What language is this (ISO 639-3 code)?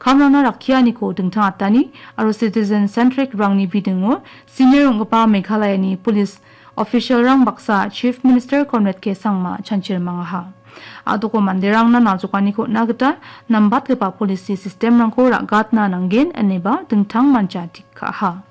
grt